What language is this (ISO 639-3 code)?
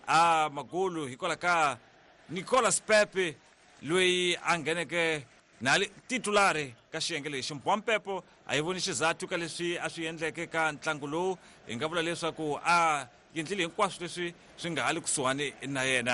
tso